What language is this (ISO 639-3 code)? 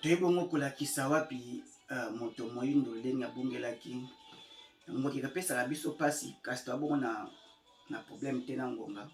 lin